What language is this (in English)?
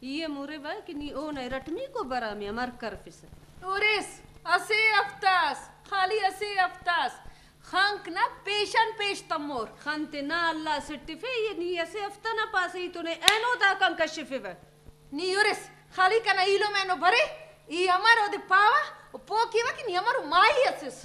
Brahui